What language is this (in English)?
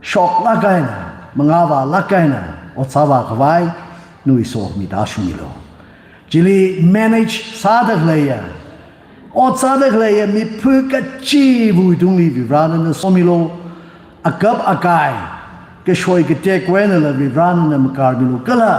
Tangkhul Naga (India)